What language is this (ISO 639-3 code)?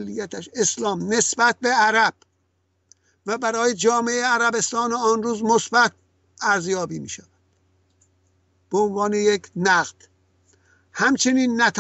fas